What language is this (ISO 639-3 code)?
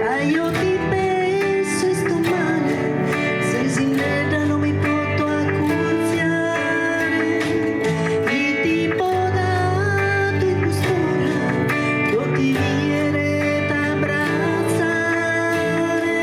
srd